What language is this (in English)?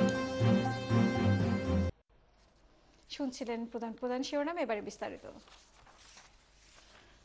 Bangla